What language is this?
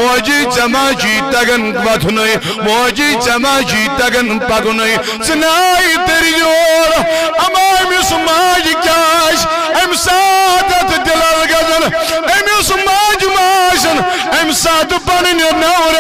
Kashmiri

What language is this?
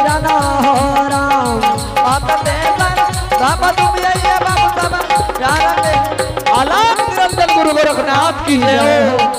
Angika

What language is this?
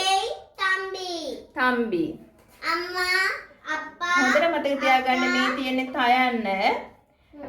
Sinhala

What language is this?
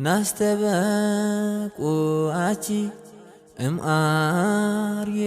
Tigrinya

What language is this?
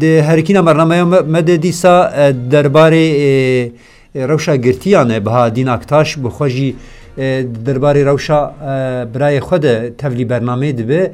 Kurdish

